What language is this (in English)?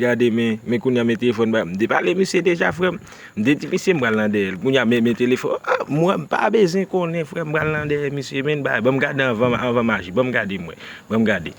Haitian Creole